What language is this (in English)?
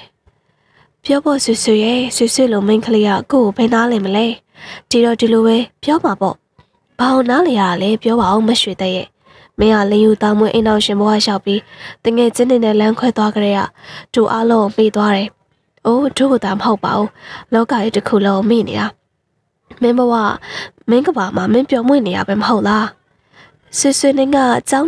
Burmese